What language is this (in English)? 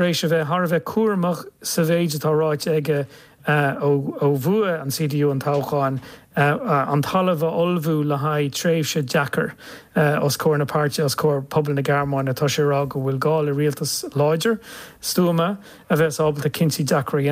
Irish